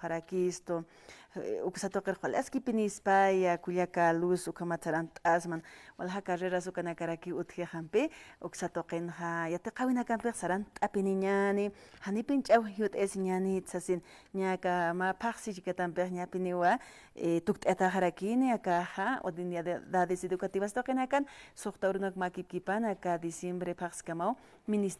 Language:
Aymara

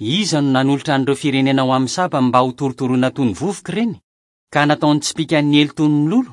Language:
Malagasy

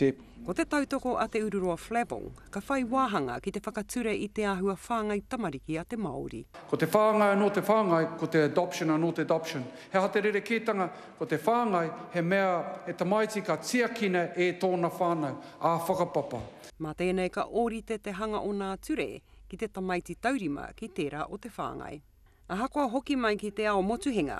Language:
Māori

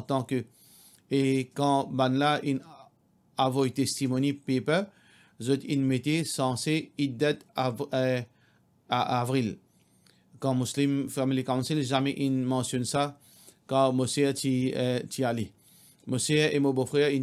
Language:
Morisyen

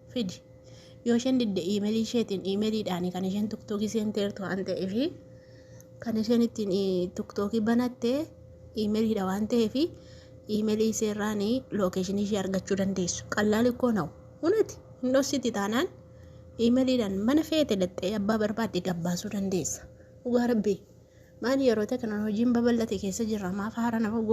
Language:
Oromo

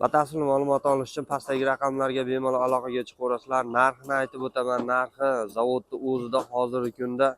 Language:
Uzbek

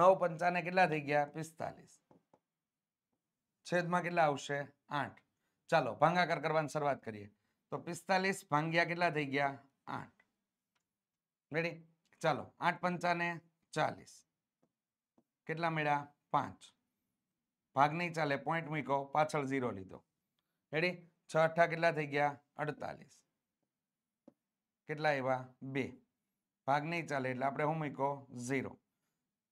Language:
Gujarati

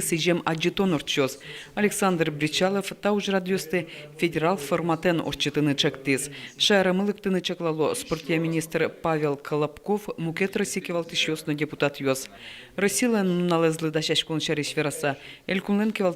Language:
Udmurt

